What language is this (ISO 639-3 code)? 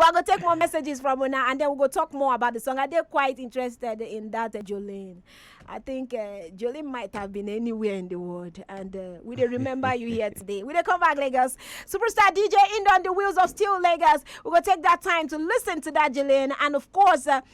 pcm